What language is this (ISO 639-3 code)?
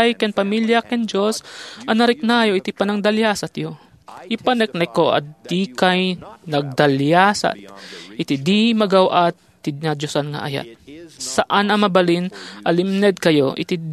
ilo